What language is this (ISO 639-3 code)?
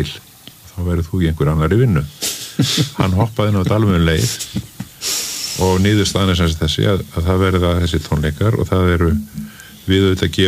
isl